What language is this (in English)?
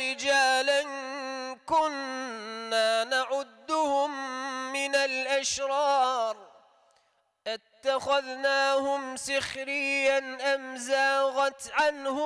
Arabic